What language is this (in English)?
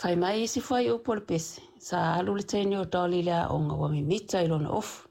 Samoan